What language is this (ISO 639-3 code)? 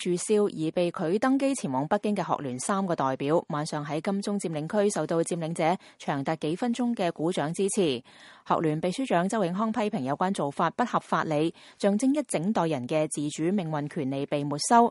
yue